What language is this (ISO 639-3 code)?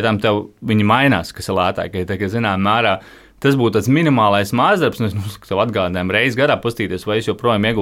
lav